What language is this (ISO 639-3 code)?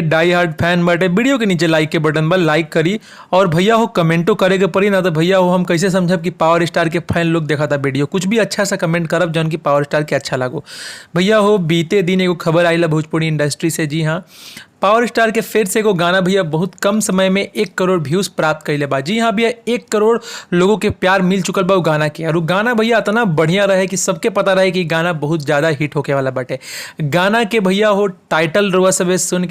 bho